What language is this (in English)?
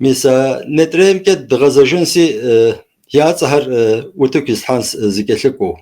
Kabardian